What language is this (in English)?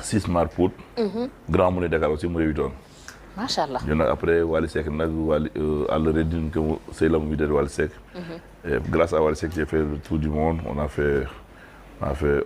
Fula